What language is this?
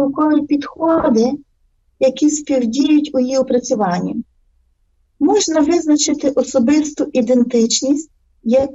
Ukrainian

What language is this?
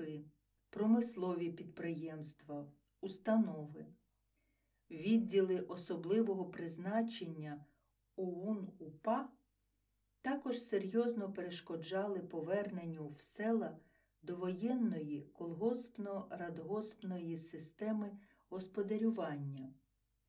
Ukrainian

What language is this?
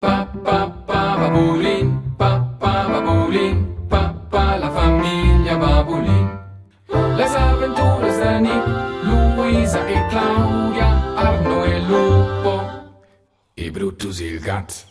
Romansh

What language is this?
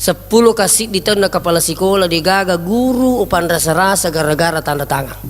Buginese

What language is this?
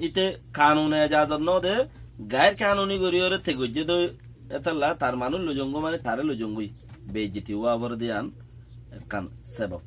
Rohingya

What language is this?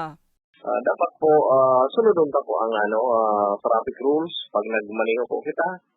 Bikol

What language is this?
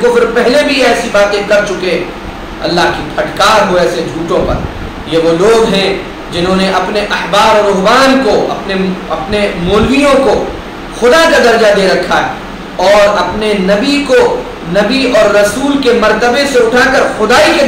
Urdu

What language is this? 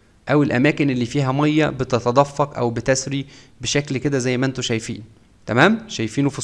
Egyptian Arabic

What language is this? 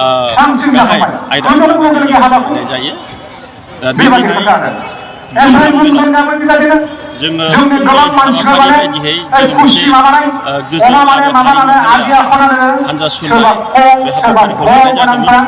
Bodo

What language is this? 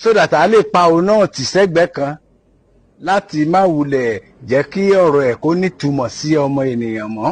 Yoruba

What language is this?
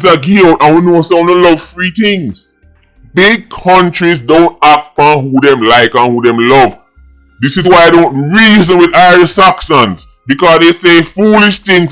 Jamaican Creole English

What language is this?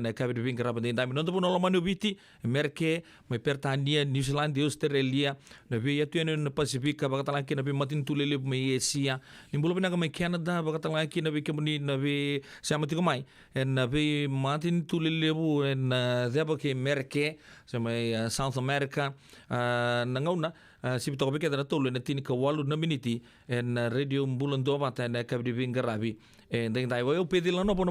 Fijian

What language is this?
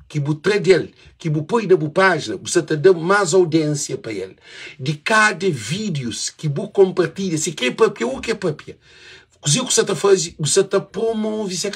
Kabuverdianu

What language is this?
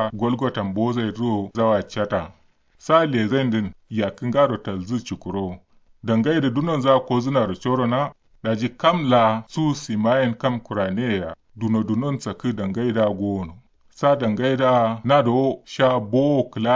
Kanuri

